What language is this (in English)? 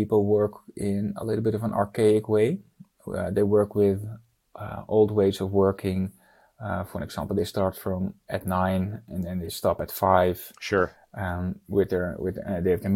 English